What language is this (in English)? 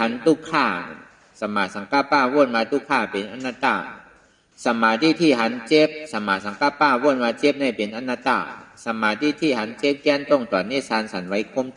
Shan